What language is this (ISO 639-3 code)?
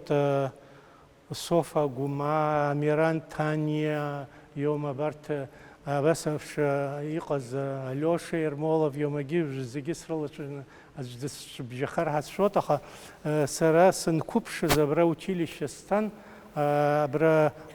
abk